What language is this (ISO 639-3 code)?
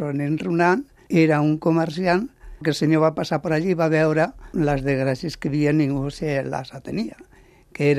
cat